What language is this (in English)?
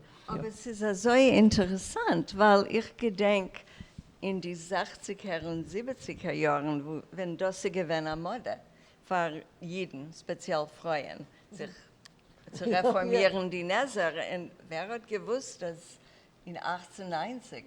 Yiddish